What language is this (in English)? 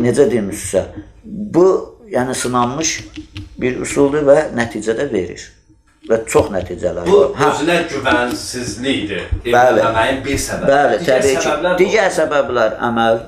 Azerbaijani